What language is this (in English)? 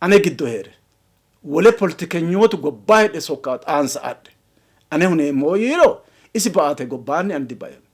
Sidamo